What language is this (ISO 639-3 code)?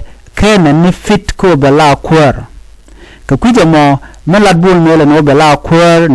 nus